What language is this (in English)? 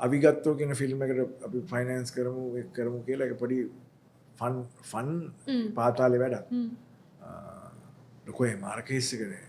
Sinhala